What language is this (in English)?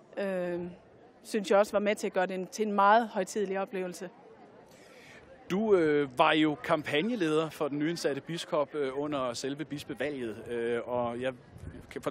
Danish